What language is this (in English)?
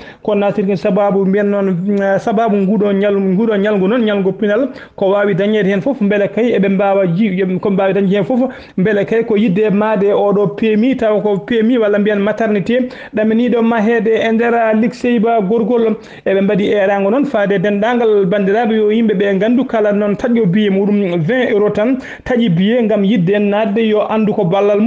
Fula